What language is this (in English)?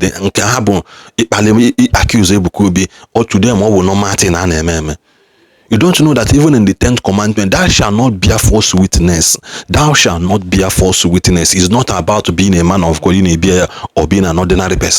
Igbo